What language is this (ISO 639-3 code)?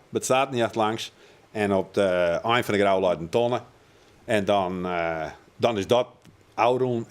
fry